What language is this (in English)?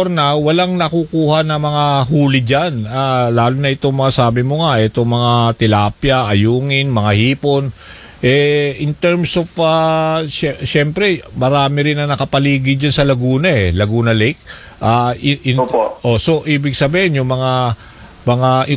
Filipino